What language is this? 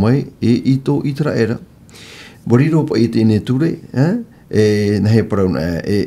Tahitian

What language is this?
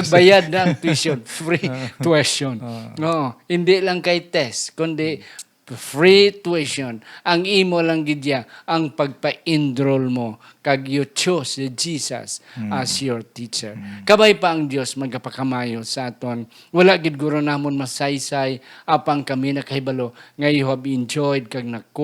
Hiligaynon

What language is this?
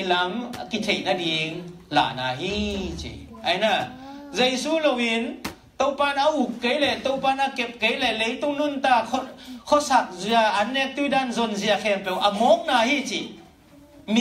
Tedim Chin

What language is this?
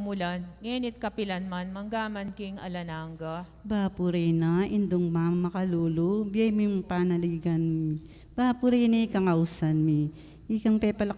Pampanga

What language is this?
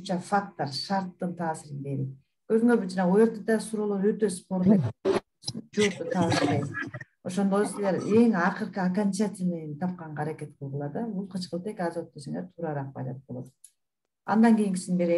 Kyrgyz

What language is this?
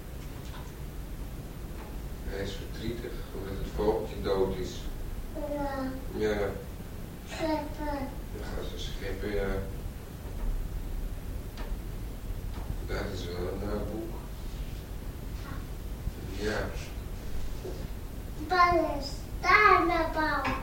Dutch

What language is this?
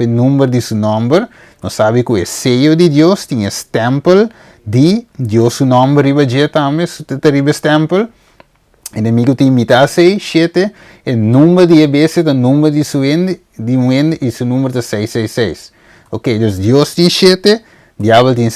Papiamento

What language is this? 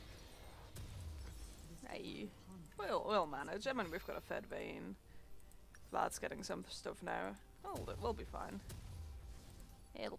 English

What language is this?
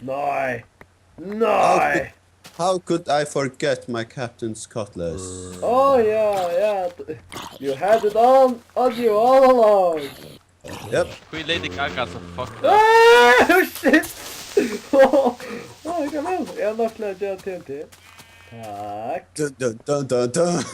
Faroese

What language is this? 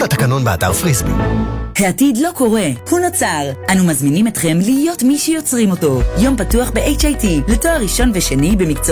Hebrew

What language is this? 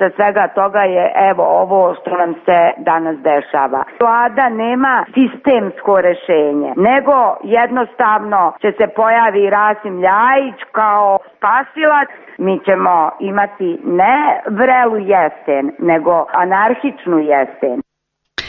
Serbian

